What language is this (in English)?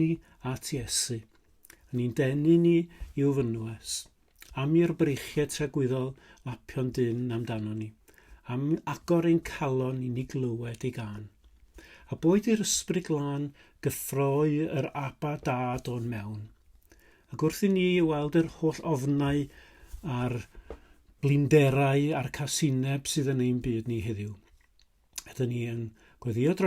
Welsh